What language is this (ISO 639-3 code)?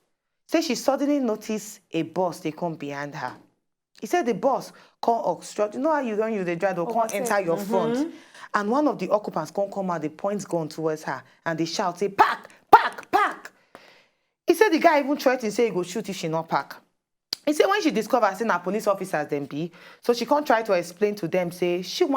pcm